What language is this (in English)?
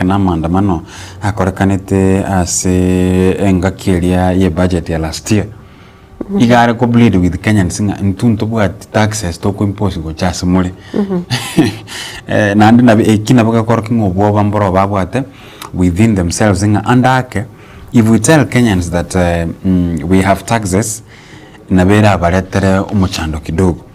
Gusii